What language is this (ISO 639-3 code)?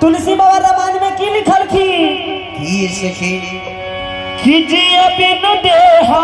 mai